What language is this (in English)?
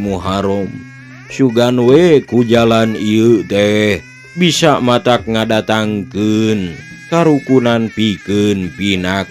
Sundanese